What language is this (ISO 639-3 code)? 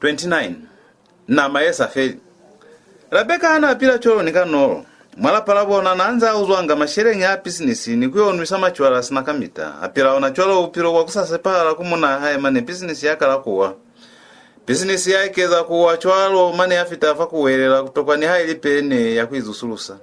loz